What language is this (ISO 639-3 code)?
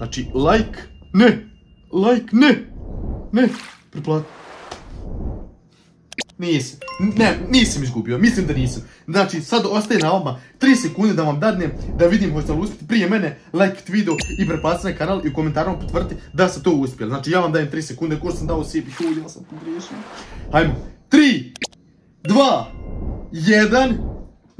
hrv